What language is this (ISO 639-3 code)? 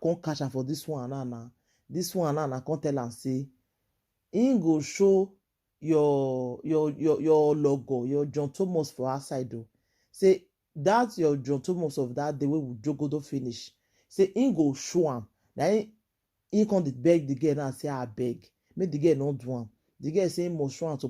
pcm